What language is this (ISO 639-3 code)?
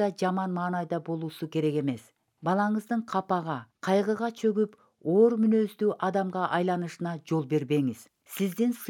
kir